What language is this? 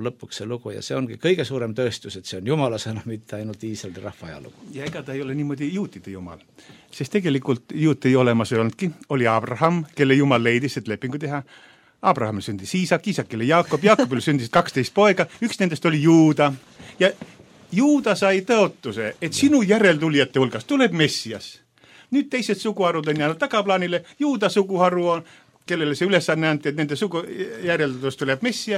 Estonian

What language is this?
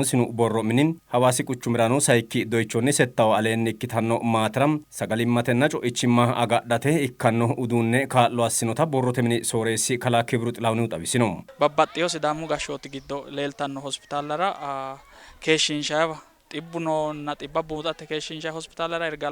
Sidamo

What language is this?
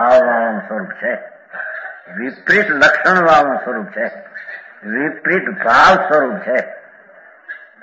Gujarati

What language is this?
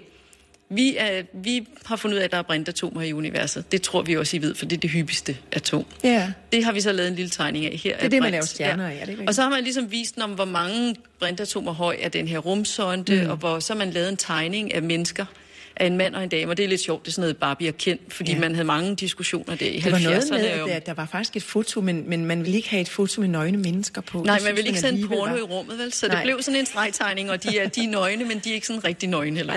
Danish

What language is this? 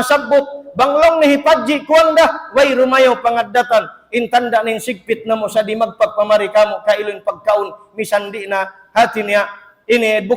Tausug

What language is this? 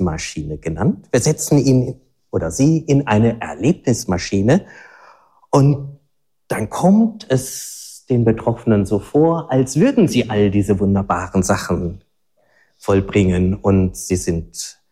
German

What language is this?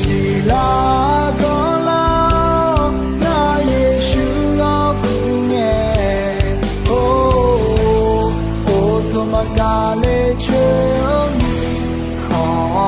Akha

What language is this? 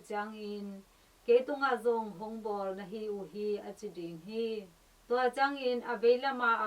Tedim Chin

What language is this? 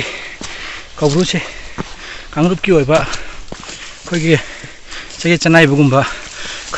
Manipuri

